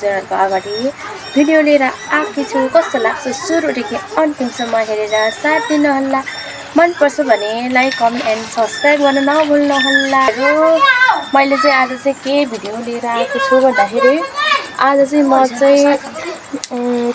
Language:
Nepali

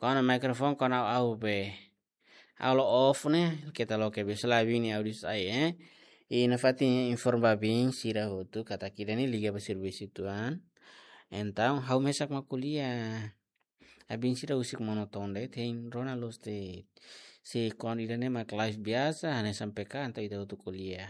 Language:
Tetum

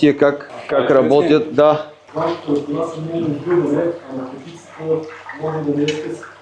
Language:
Bulgarian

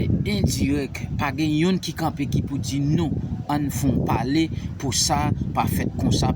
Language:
Haitian Creole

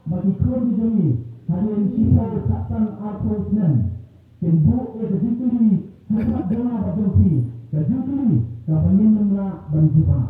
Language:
Khasi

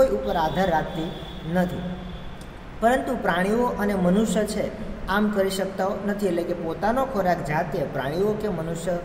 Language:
Gujarati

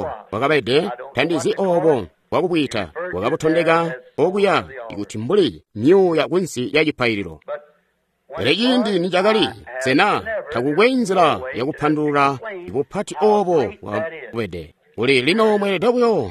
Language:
Tonga (Zambia)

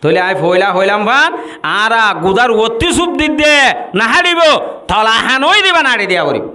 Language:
Rohingya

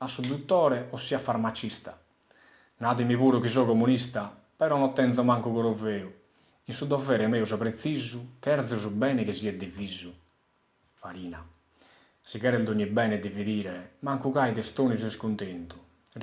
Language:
Sardinian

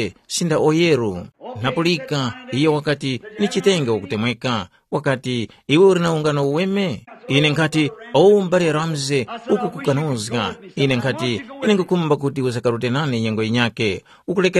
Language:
Tumbuka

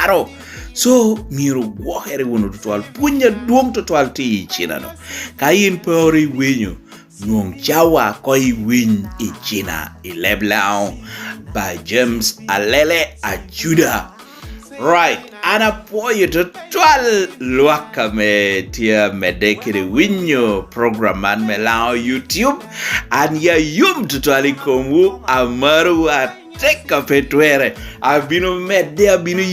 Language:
Lango (Uganda)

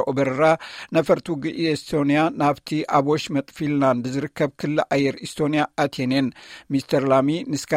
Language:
Tigrinya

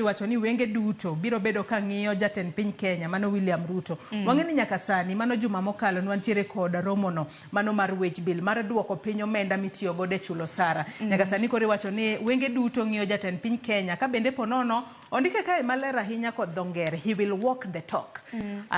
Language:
Luo (Kenya and Tanzania)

